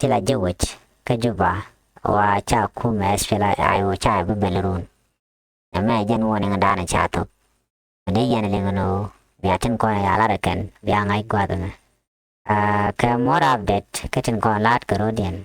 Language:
Nuer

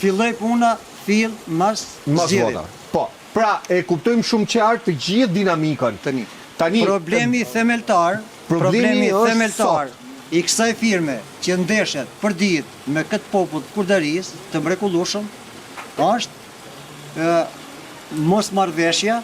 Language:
Albanian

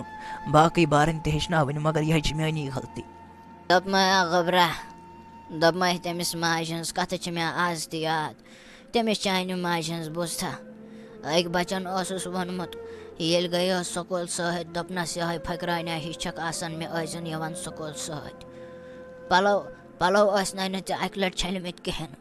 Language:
Kashmiri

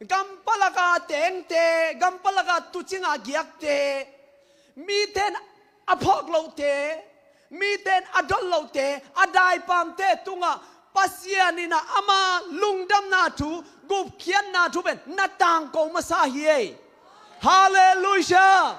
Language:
Tedim Chin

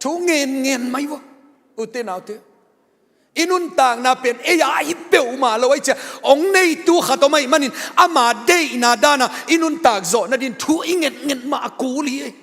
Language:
Tedim Chin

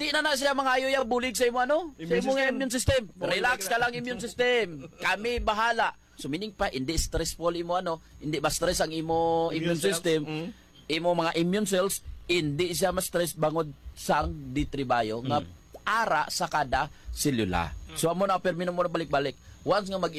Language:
Hiligaynon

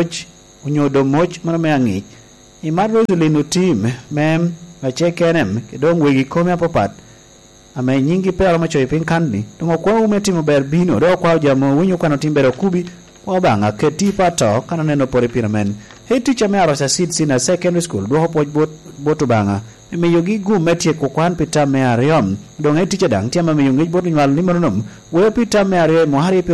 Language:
Lango (Uganda)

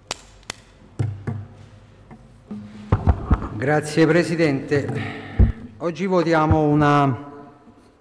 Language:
Italian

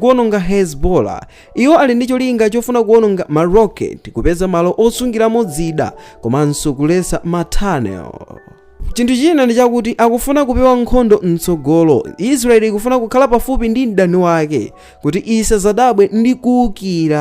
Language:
Nyanja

